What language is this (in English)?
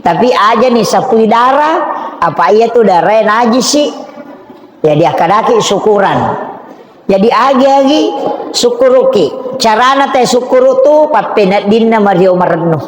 Buginese